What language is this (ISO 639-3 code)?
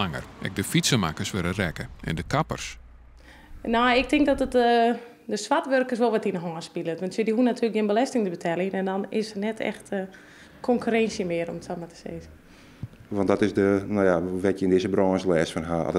fry